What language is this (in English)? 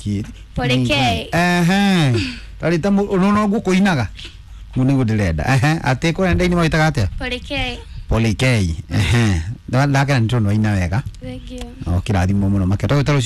Kikuyu